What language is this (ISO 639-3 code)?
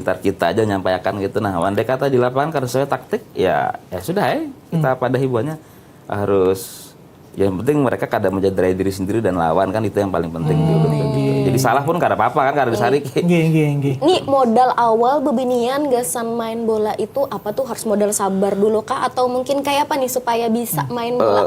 bjn